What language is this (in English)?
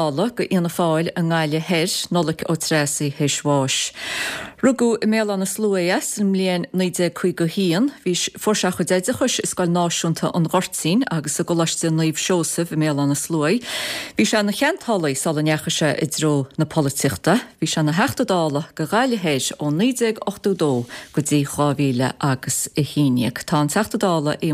Irish